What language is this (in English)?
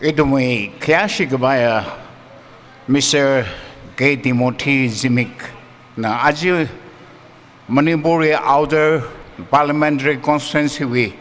Tangkhul Naga (India)